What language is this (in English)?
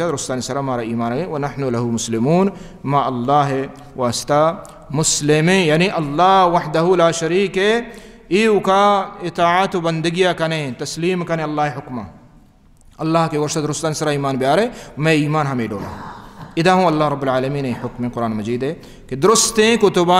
Baluchi